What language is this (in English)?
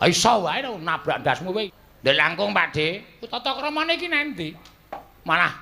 Javanese